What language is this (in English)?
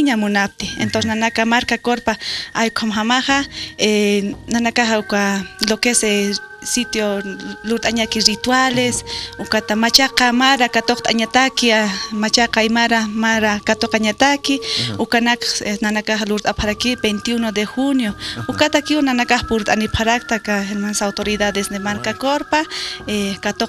Aymara